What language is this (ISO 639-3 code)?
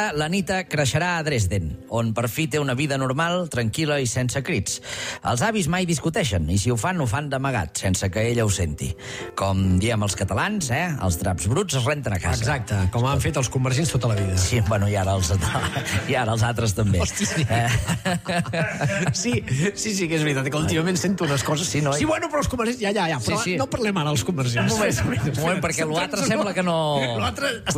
cat